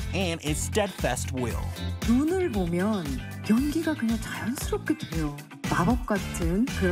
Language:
Korean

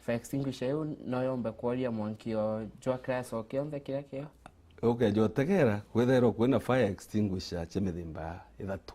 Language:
Meru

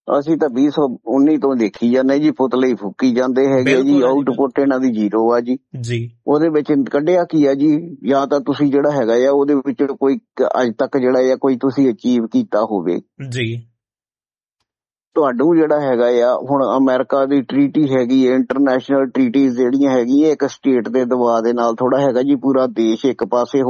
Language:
Punjabi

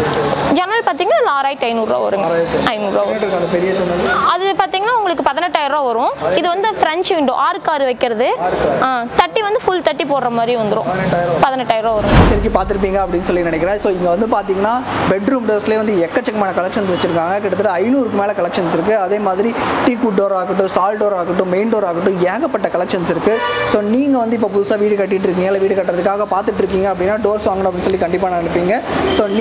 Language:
Tamil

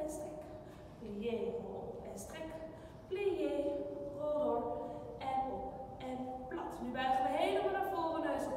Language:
Dutch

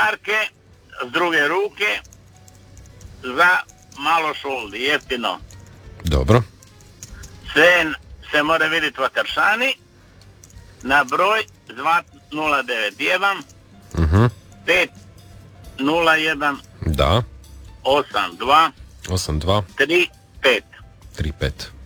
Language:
Croatian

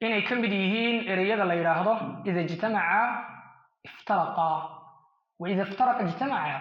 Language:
Somali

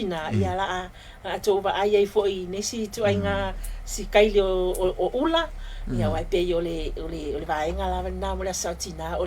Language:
Samoan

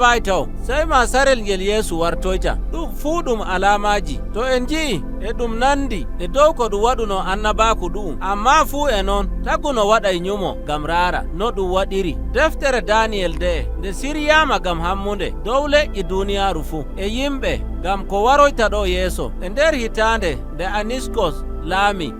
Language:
Nigerian Fulfulde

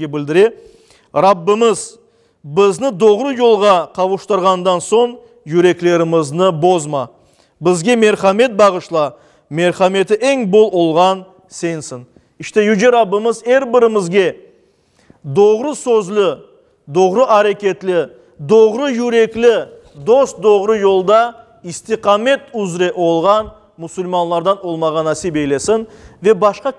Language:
Crimean Tatar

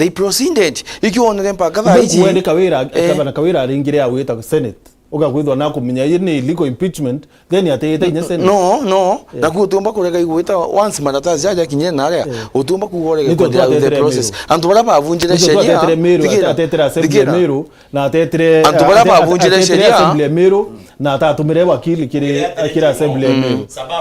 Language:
Meru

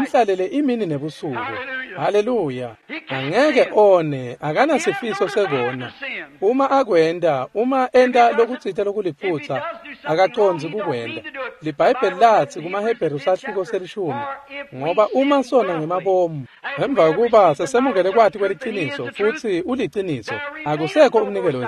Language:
Swati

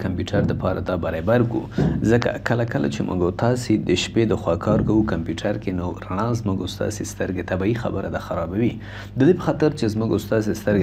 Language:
Pashto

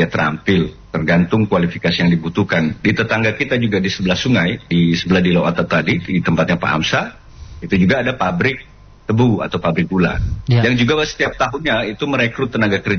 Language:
Indonesian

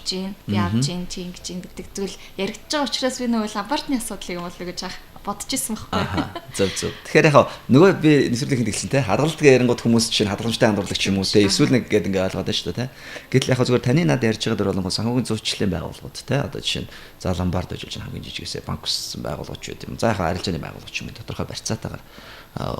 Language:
Mongolian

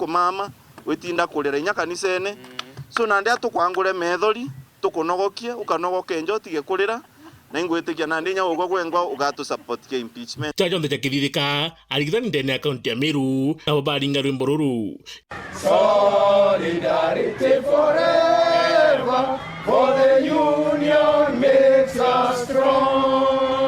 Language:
Meru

